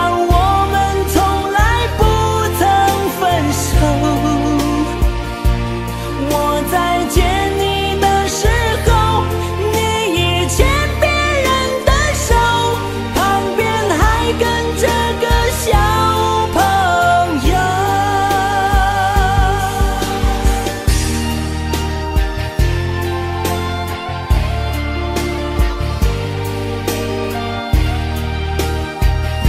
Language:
Chinese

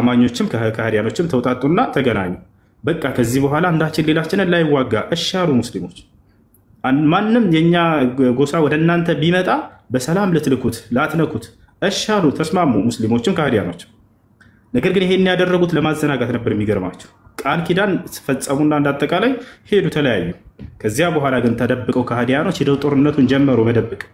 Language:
Amharic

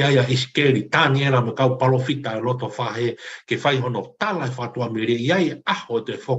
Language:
Tongan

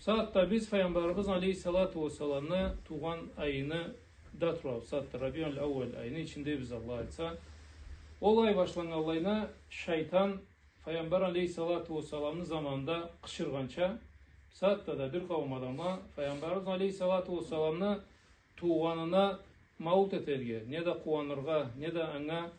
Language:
Karachay-Balkar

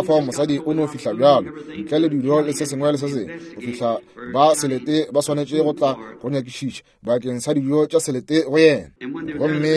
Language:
Northern Sotho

